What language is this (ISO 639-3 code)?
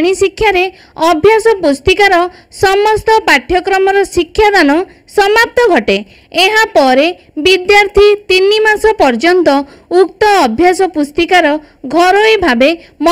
ori